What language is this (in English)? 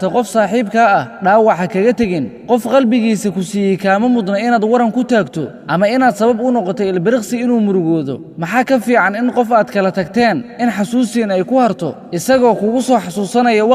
Somali